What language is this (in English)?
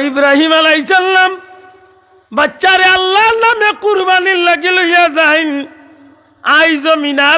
Sylheti